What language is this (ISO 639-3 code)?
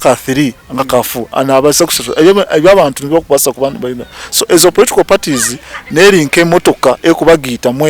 nyn